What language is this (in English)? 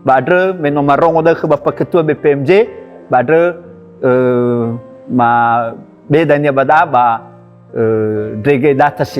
Nias